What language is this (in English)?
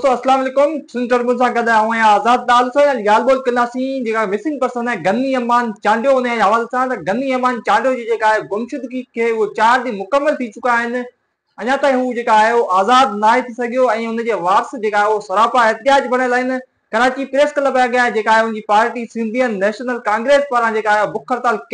Sindhi